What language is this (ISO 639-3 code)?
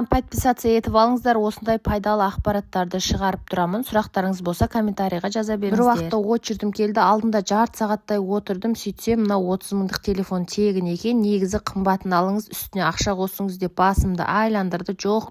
kaz